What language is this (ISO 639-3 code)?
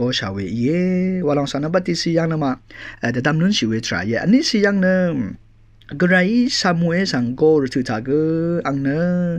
raw